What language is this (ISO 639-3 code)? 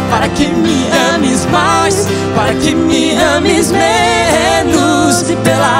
por